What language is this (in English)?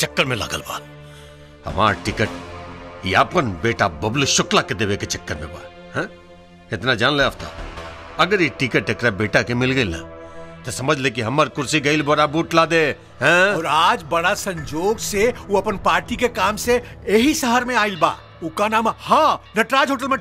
Bhojpuri